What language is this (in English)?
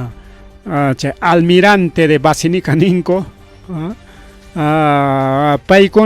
Ayacucho Quechua